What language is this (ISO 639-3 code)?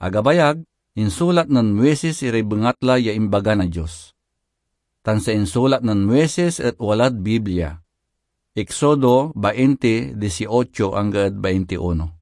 pag